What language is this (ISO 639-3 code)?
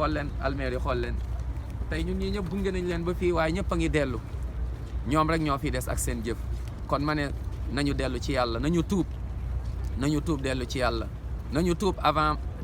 wol